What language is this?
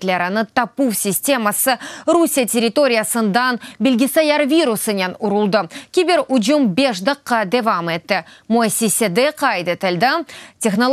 Crimean Tatar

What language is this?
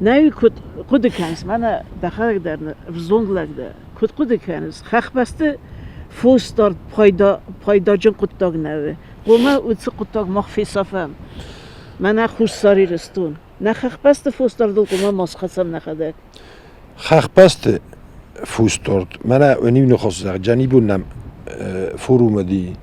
Ossetic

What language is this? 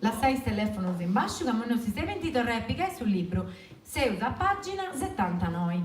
Sardinian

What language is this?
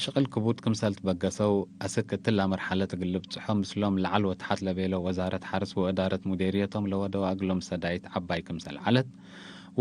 Tigre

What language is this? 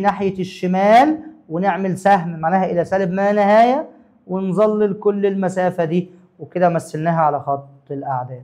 Egyptian Arabic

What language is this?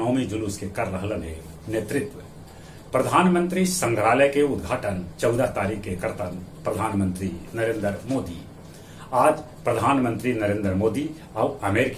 Magahi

